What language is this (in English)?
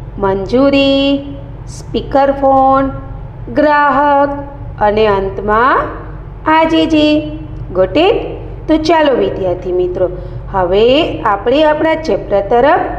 Gujarati